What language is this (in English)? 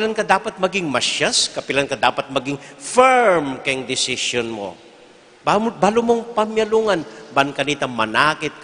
Pampanga